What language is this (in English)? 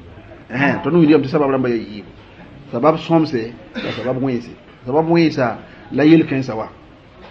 Mossi